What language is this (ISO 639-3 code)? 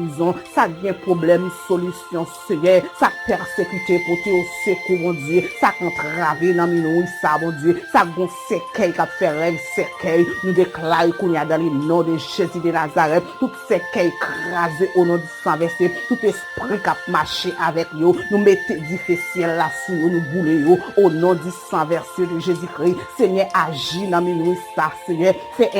hat